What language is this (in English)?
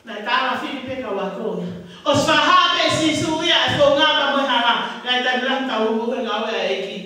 Tongan